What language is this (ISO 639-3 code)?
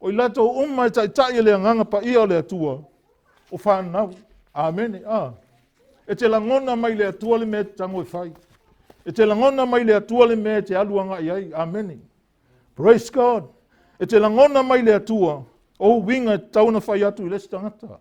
smo